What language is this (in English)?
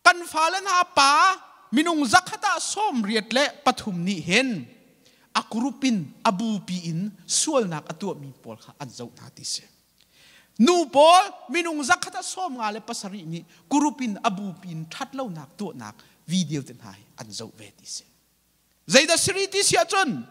Hakha Chin